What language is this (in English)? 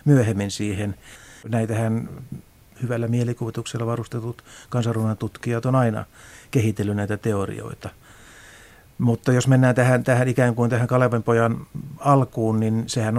Finnish